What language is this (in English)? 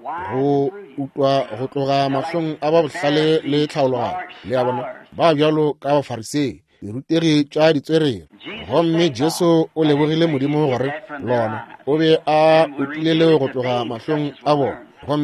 Northern Sotho